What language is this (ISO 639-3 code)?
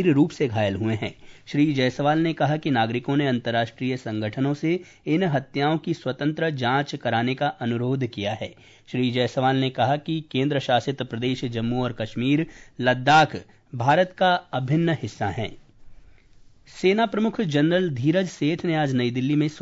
hin